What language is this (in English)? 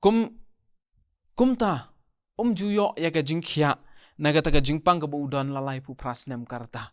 Khasi